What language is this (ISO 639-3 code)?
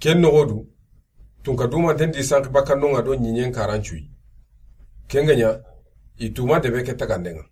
snk